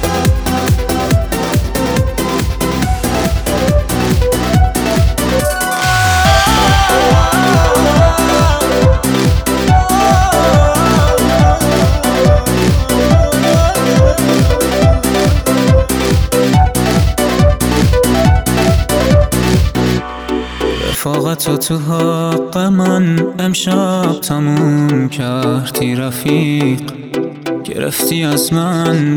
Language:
Persian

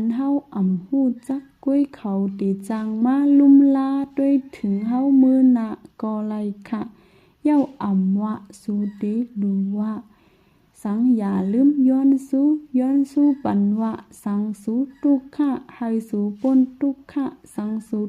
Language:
Shan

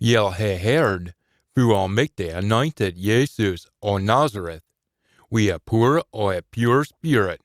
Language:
Scots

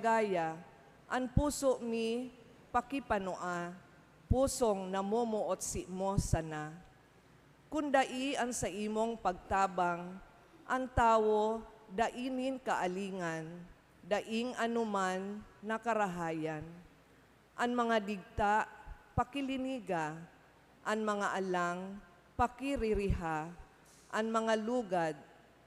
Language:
Bikol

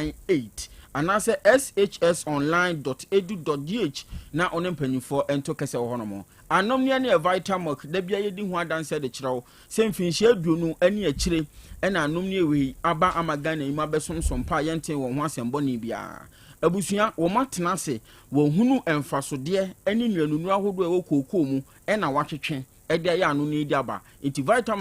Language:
Akan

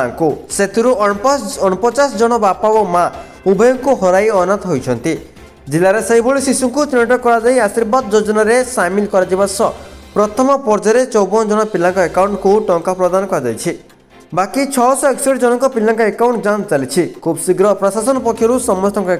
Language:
Odia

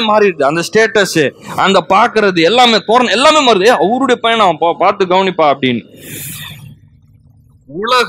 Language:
Tamil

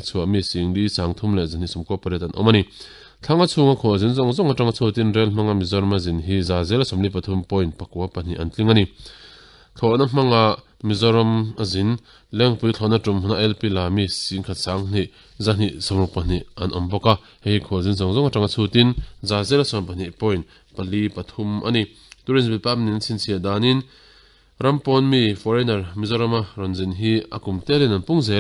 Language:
Mizo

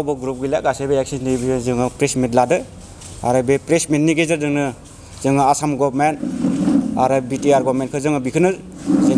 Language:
Bodo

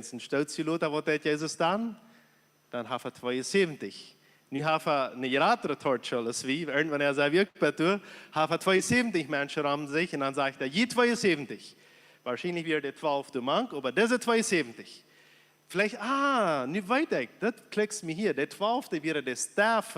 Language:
Plautdietsch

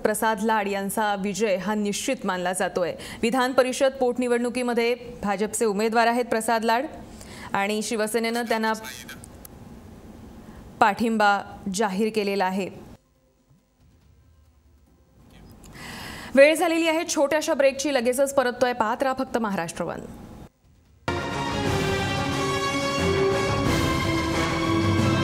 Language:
Marathi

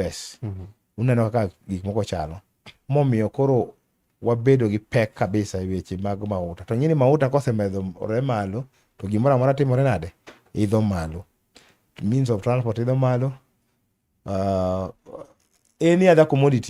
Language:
Luo (Kenya and Tanzania)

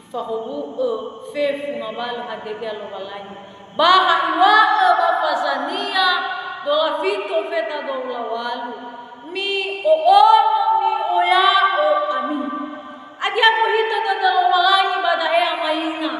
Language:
Nias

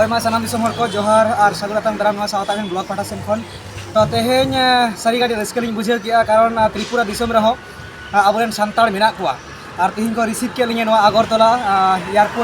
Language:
Santali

